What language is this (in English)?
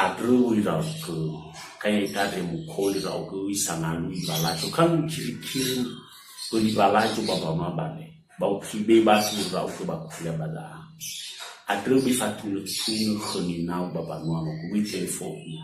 Nias